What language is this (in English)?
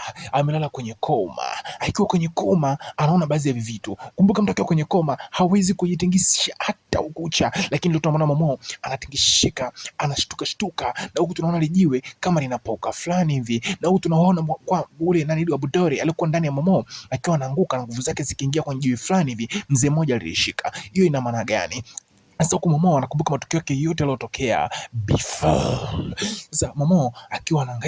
Swahili